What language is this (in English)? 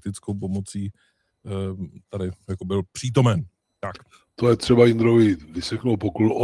Czech